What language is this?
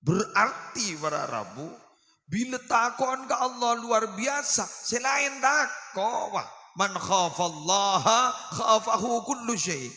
Madurese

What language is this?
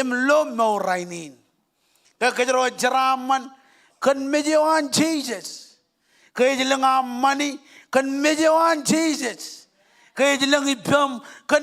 Marshallese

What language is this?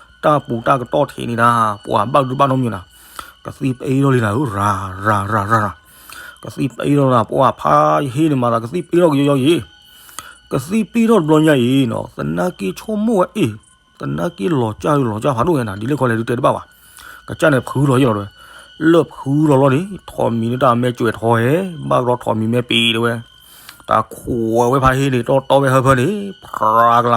S'gaw Karen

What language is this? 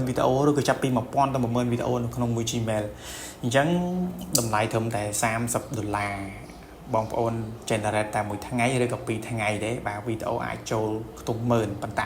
Khmer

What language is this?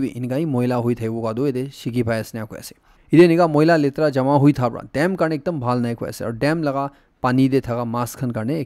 Naga Pidgin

